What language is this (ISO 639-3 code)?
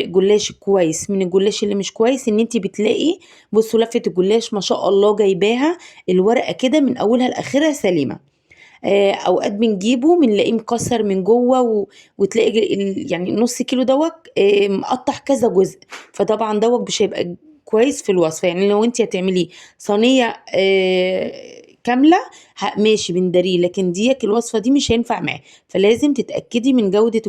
arz